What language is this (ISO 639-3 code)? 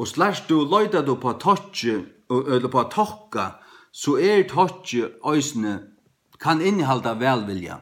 fao